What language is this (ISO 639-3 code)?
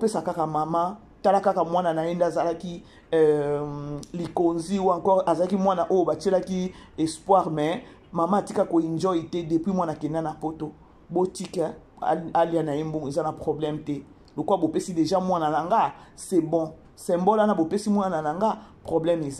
lin